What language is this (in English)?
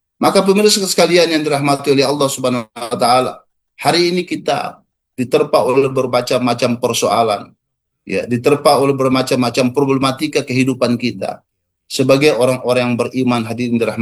Indonesian